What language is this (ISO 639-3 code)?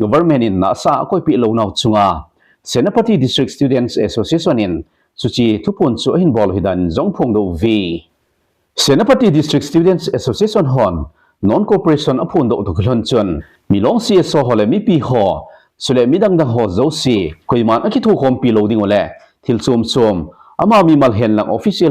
tcz